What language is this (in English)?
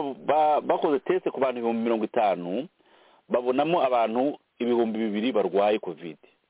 Kinyarwanda